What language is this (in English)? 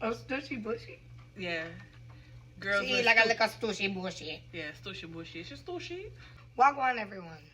Jamaican Creole English